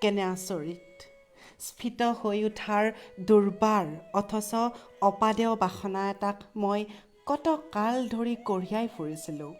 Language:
Assamese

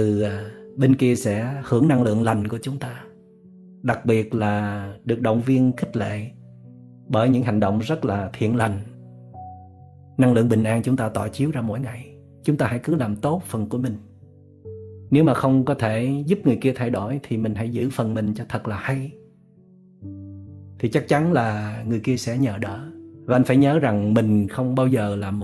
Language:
Vietnamese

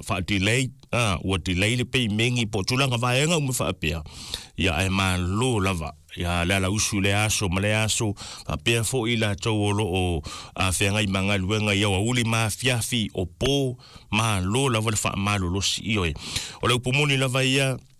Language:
Samoan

